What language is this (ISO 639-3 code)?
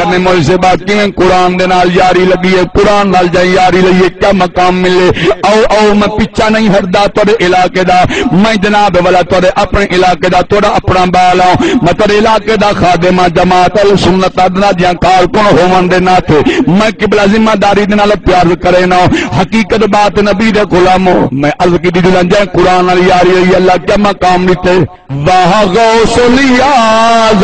skr